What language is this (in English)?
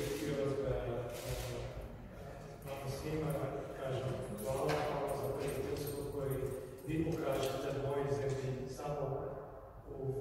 Serbian